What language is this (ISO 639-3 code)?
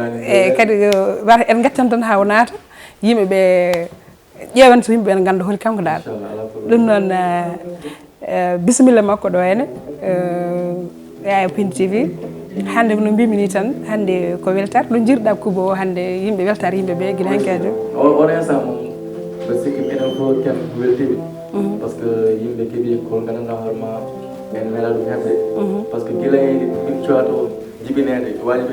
ful